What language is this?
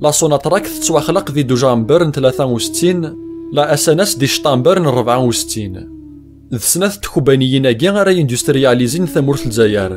Kabyle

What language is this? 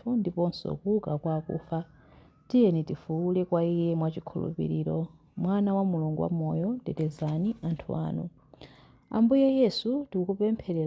Nyanja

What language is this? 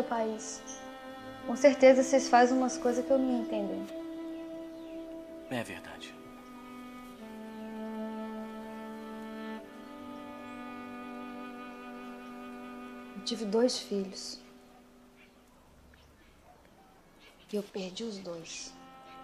Portuguese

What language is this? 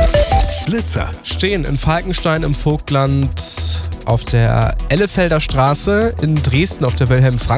German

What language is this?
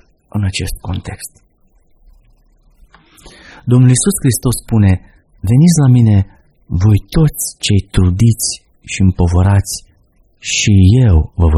Romanian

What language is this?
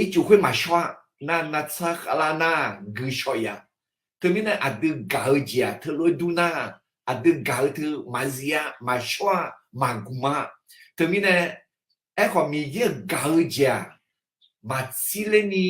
Akha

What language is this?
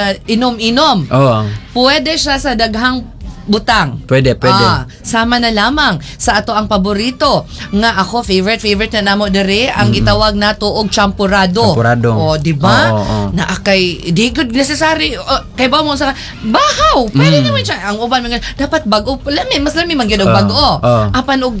Cebuano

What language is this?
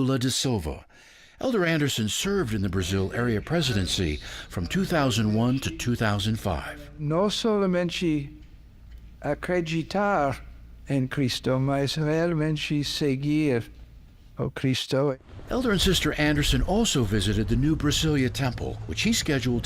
Tahitian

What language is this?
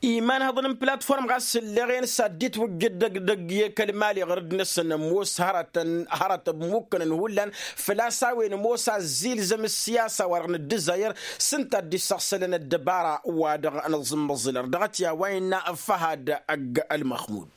Tamasheq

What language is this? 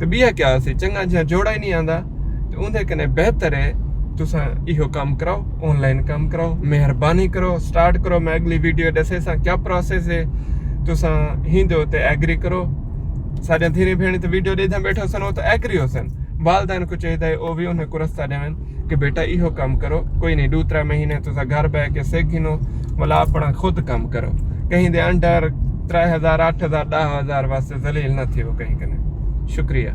Saraiki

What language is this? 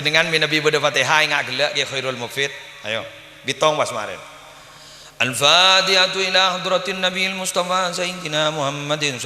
Madurese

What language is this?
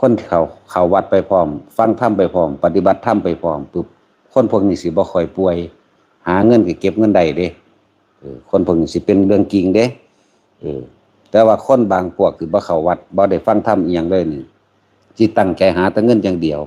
Northeastern Thai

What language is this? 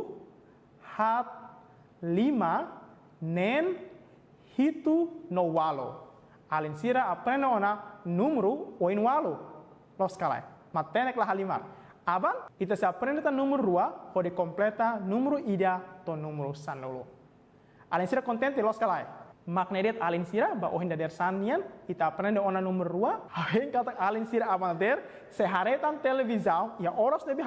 Tetum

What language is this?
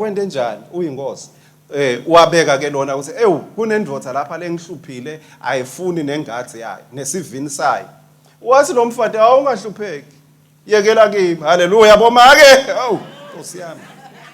Swati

